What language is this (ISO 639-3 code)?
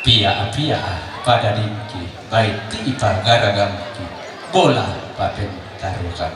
sda